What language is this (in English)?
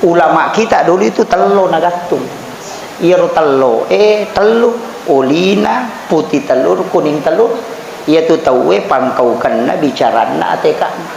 Buginese